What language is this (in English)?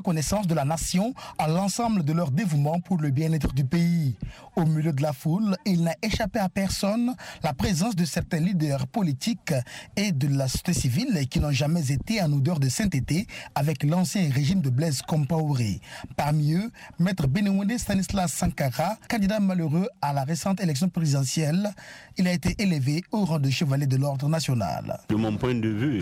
French